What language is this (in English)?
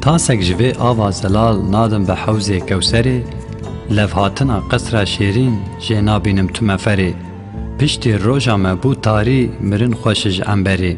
Kurdish